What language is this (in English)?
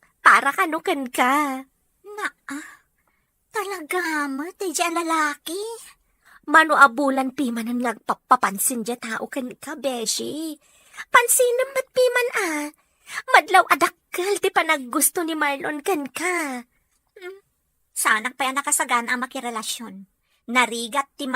Iloko